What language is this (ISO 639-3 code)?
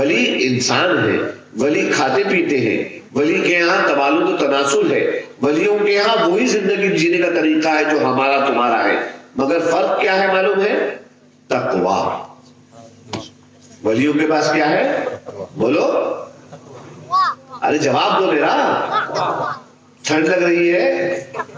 urd